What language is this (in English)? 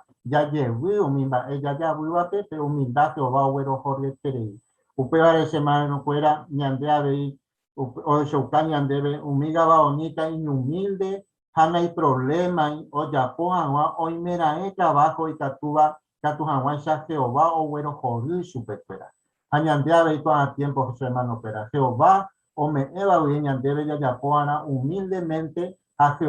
Guarani